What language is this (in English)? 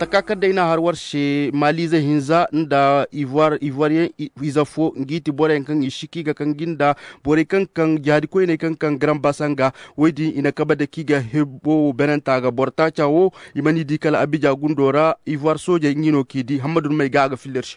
Koyraboro Senni